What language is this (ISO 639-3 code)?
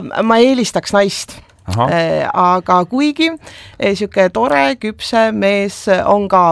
est